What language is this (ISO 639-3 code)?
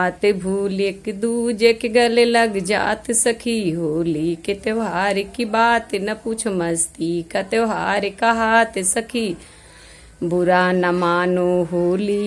awa